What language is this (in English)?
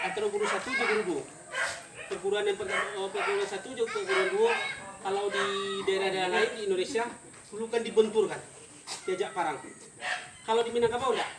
Minangkabau